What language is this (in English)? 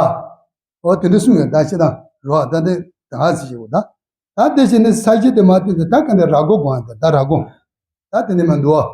Tibetan